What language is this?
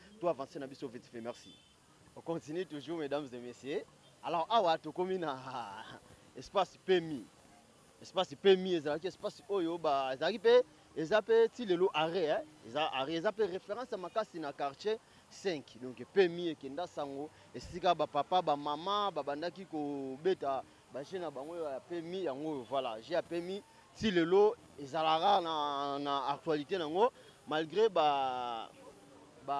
Lingala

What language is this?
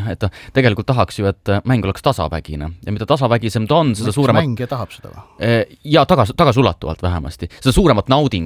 Estonian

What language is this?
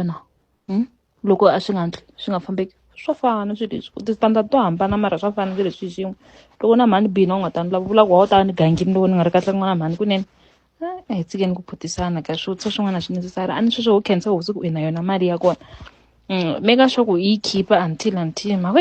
Tsonga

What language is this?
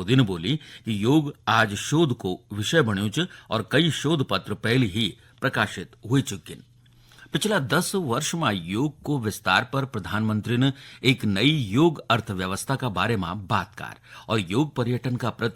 Garhwali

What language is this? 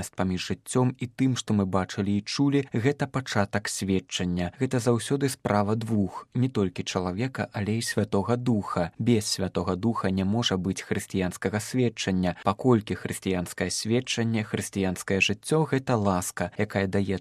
Belarusian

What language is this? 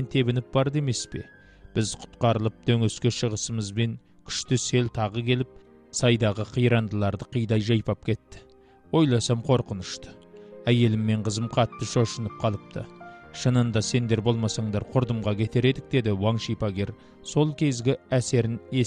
Kazakh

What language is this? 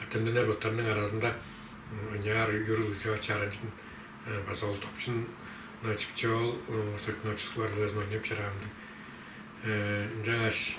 Tuvinian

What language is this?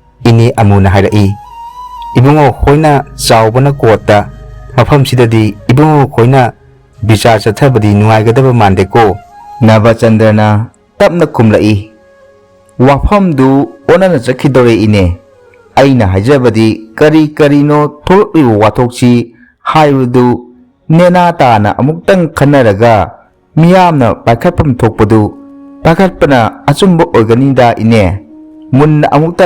Manipuri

